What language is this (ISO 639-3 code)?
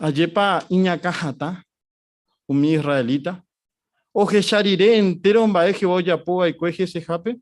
grn